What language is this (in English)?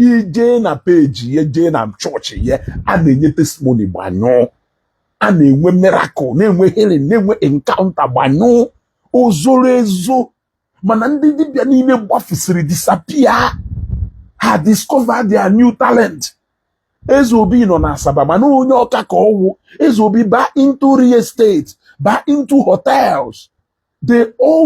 Igbo